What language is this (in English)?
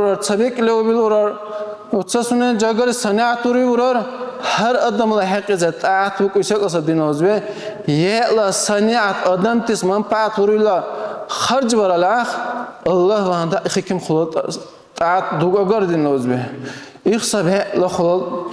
Dargwa